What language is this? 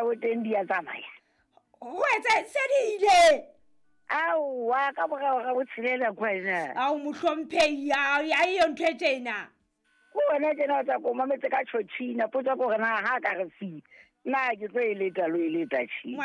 Southern Sotho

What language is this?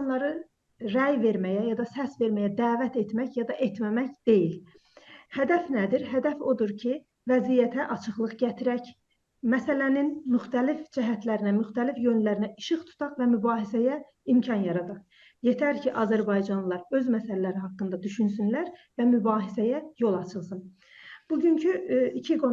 South Azerbaijani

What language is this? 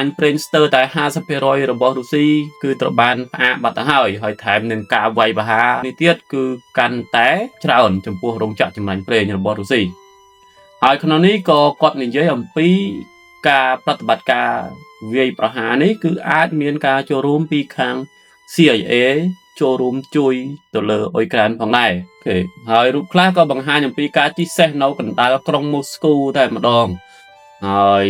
Khmer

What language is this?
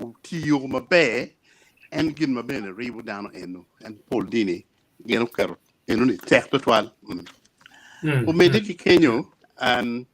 Acoli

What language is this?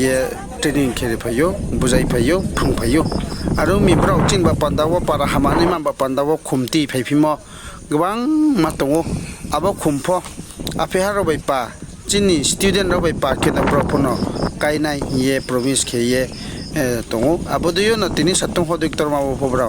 Riang (India)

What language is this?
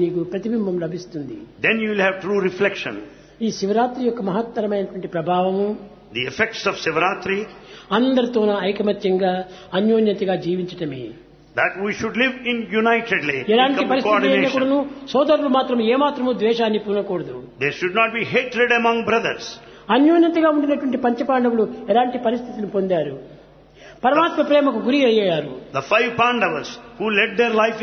Telugu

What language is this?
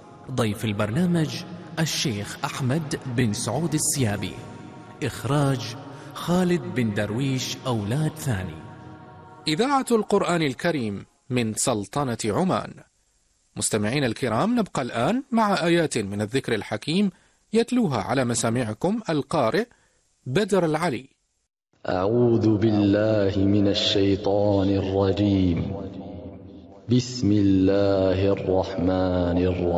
Arabic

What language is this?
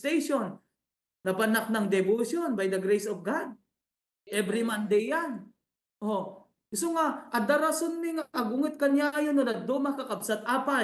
Iloko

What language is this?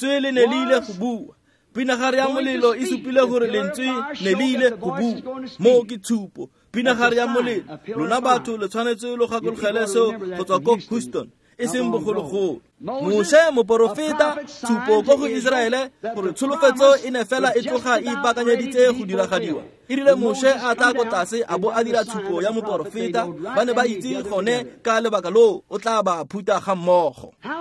Tswana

